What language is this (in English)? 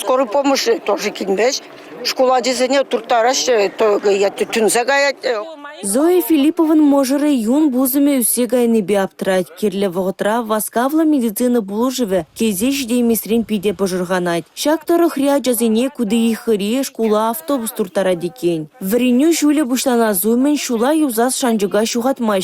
Chuvash